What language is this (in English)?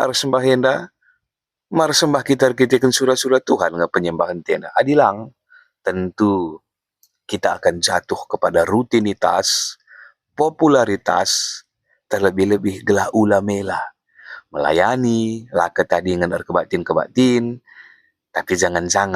Batak Karo